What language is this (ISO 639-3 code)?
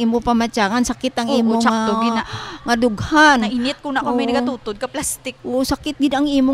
hil